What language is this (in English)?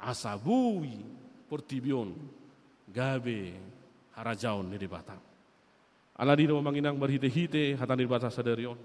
Batak Toba